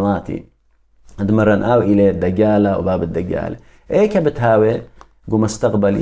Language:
Assyrian Neo-Aramaic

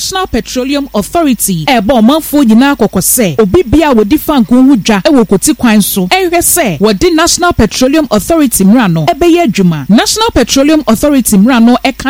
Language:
Akan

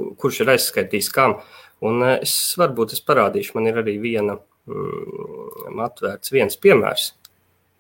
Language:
Latvian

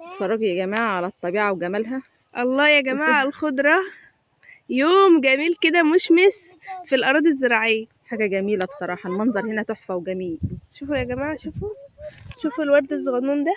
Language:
Egyptian Arabic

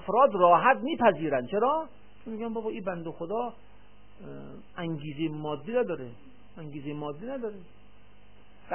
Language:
Persian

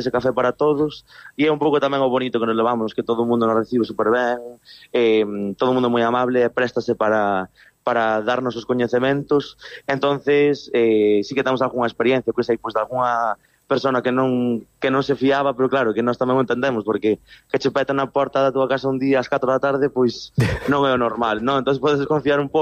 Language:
Galician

